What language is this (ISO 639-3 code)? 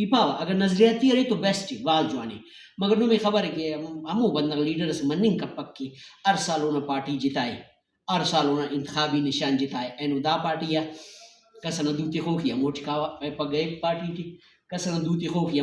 brh